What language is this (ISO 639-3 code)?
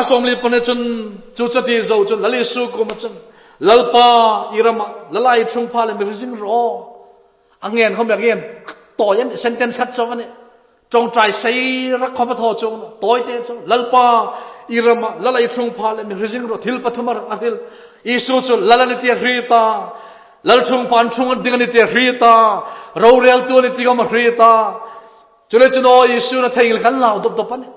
hmr